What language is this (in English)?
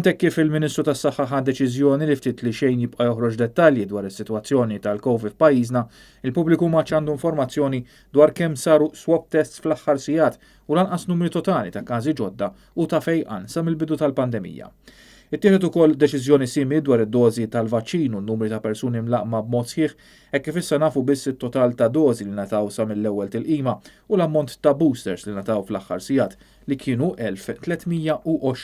Maltese